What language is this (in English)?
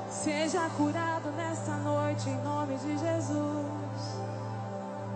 Portuguese